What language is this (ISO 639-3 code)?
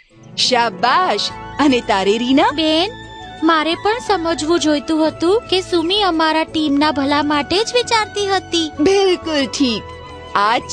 guj